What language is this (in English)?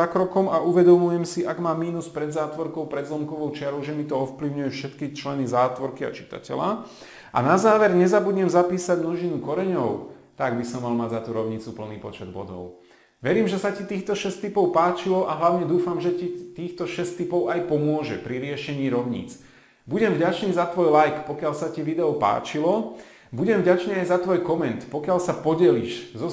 Slovak